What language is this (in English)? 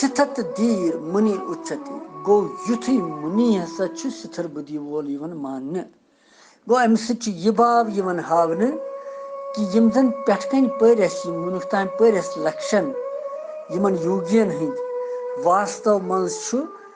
Kashmiri